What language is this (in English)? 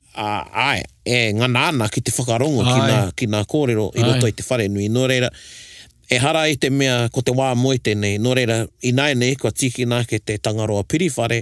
Māori